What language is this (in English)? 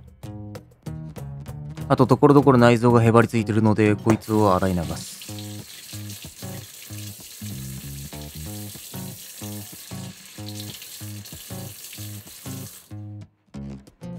Japanese